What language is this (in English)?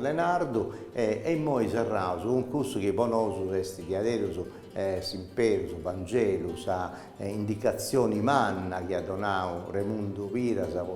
Sardinian